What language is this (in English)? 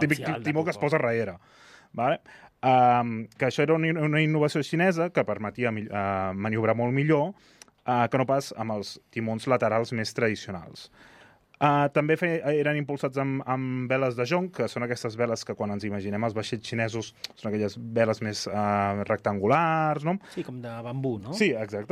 Catalan